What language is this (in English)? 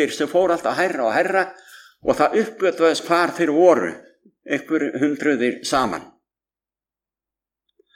Icelandic